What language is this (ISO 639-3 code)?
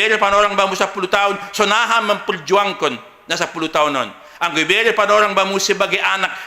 bts